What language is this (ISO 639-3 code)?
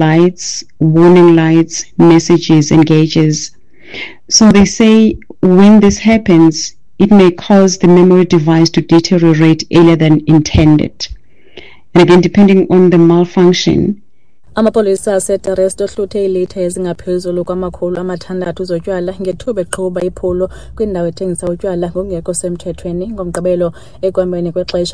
xho